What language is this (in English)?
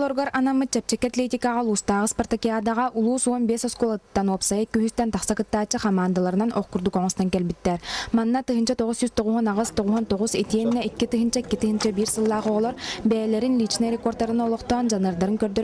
Yakut